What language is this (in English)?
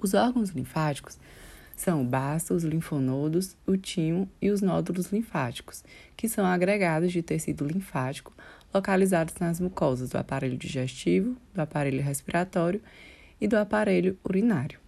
Portuguese